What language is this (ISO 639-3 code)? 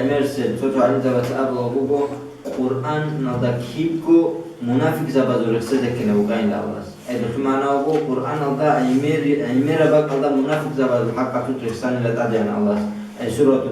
ava